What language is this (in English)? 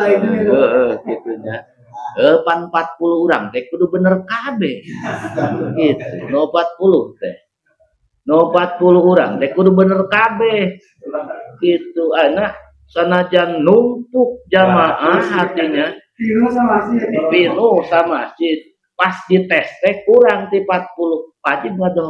Sundanese